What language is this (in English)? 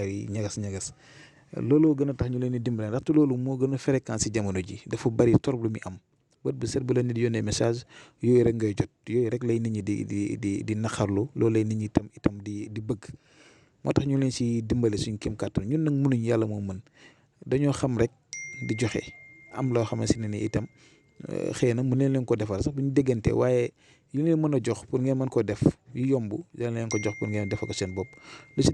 Wolof